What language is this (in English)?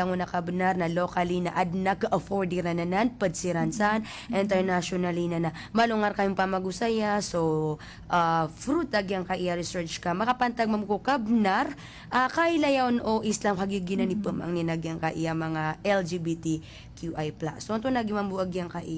Maranao